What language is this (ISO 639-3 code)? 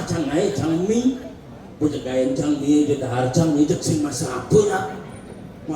ban